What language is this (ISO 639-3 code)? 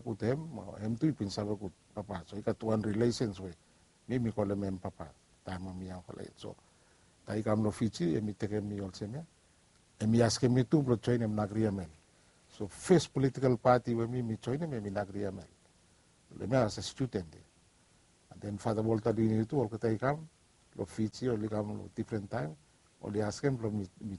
bis